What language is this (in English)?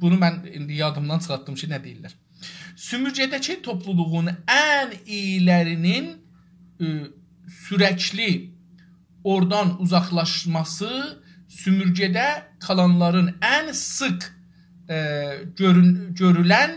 South Azerbaijani